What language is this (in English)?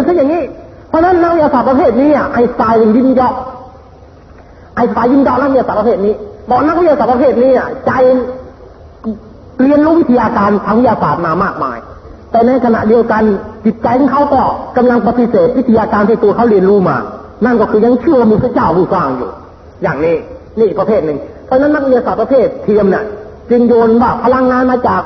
Thai